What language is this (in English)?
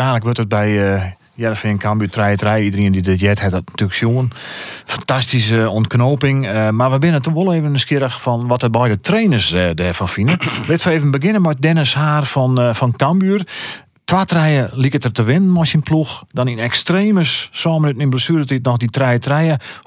Western Frisian